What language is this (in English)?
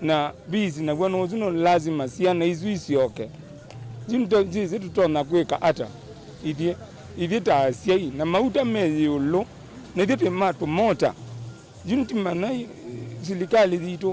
Kamba